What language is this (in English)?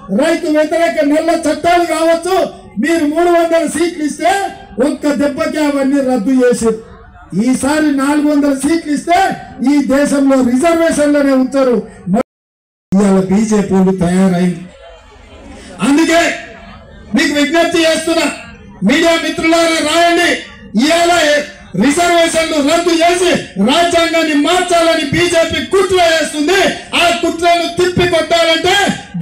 Telugu